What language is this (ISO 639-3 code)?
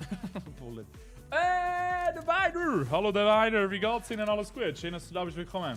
gsw